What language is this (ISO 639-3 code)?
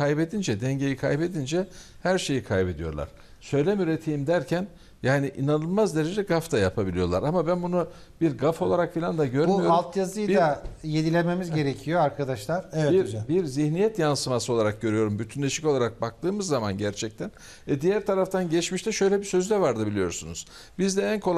tur